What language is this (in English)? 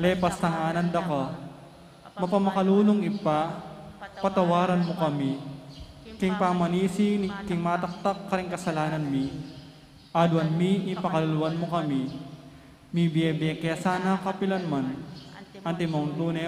Pampanga